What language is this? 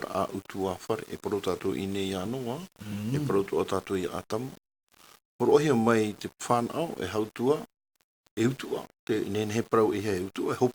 Tahitian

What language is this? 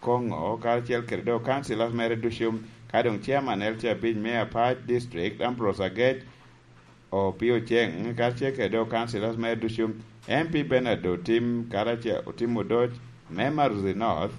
Lango (Uganda)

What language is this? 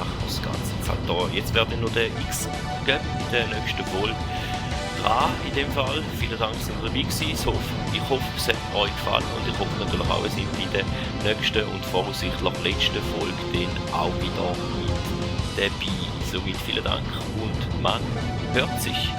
Swiss German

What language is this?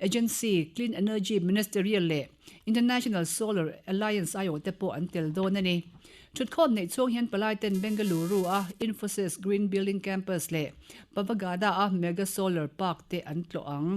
Mizo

